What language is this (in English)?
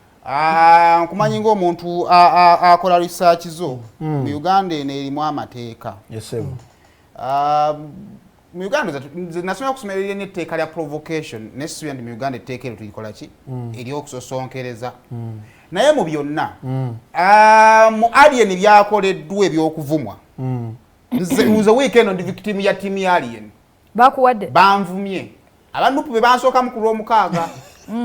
Ganda